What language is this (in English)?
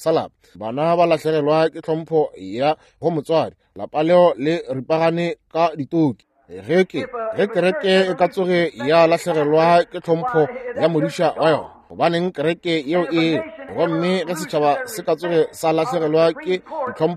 Northern Sotho